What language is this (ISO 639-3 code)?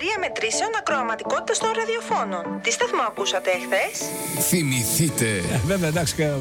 ell